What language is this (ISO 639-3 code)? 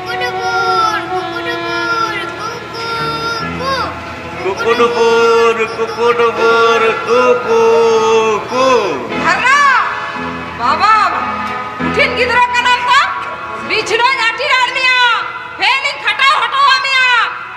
sat